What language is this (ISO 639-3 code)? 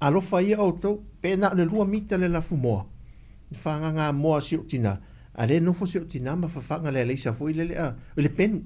smo